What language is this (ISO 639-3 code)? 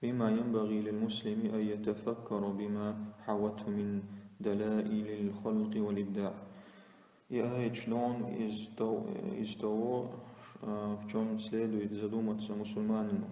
che